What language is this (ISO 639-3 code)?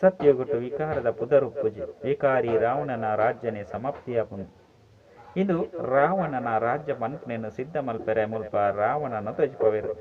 tcy